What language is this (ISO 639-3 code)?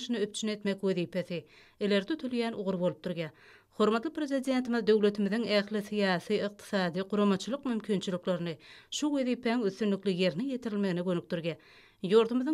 tuk